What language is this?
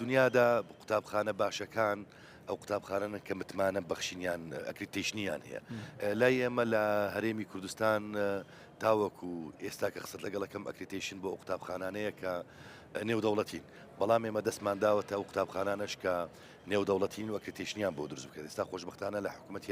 Central Kurdish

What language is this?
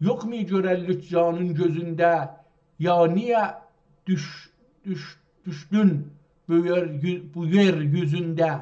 South Azerbaijani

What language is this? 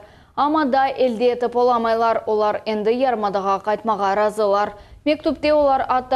Crimean Tatar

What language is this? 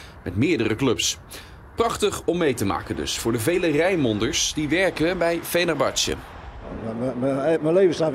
Dutch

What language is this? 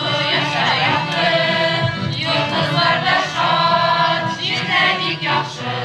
Bashkir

